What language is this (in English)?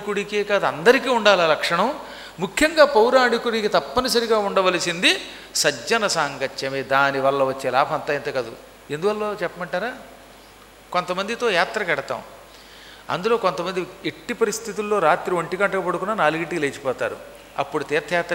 Telugu